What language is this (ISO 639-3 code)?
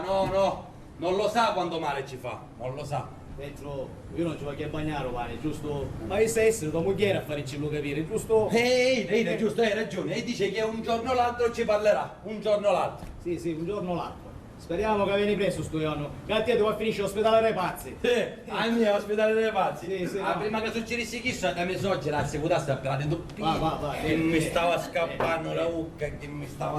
scn